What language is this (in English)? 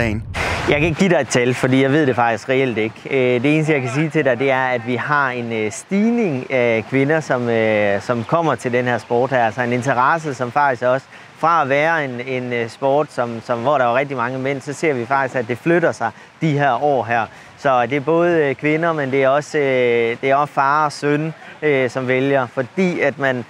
Danish